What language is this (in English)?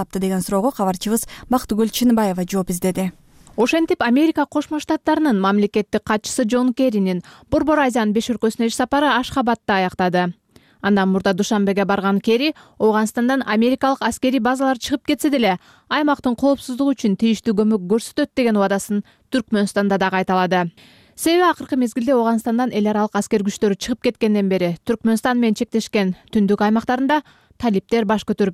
Kyrgyz